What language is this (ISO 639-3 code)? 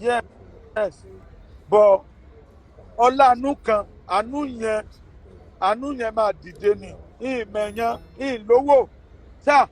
yor